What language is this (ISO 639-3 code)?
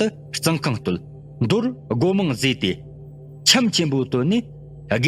bod